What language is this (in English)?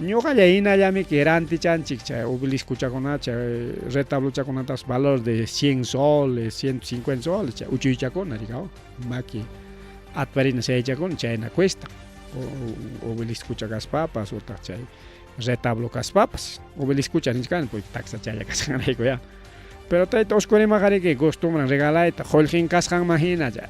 Ayacucho Quechua